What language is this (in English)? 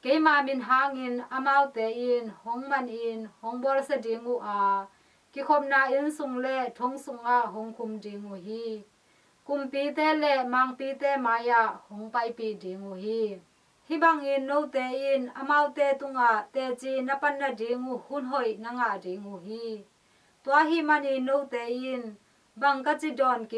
Tedim Chin